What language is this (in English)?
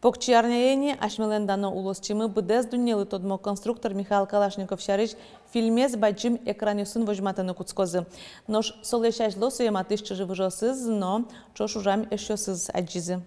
Udmurt